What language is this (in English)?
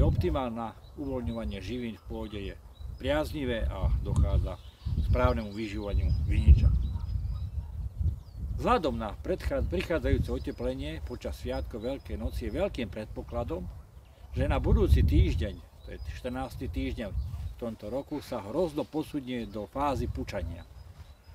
Slovak